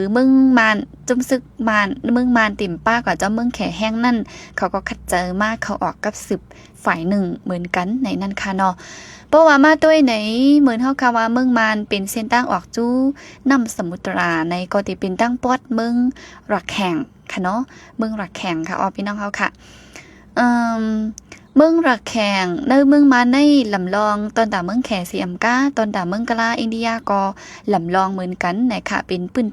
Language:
Shan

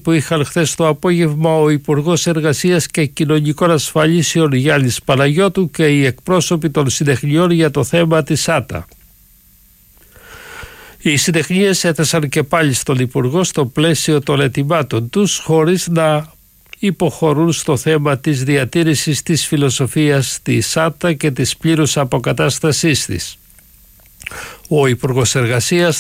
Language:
Greek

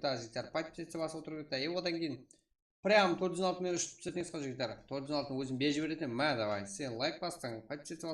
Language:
Kara-Kalpak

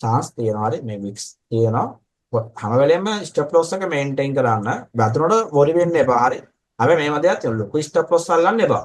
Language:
Sinhala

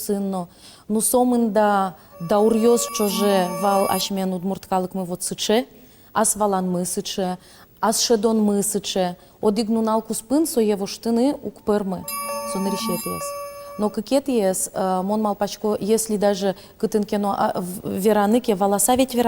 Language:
Udmurt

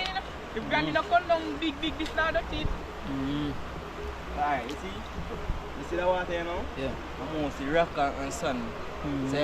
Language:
Jamaican Creole English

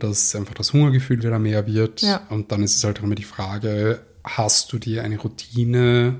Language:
German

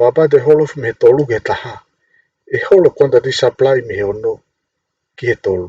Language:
Tongan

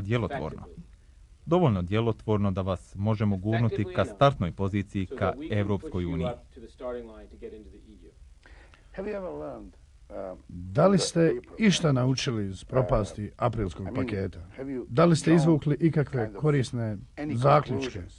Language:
Bosnian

